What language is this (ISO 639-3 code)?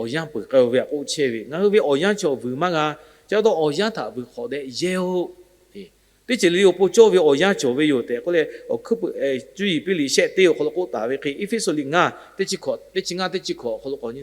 lhu